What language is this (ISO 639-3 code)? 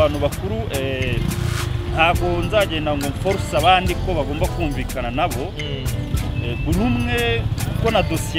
kin